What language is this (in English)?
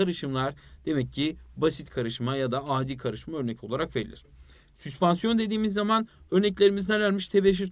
Turkish